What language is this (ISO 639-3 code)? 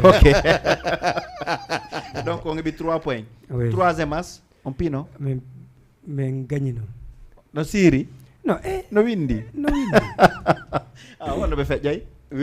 ful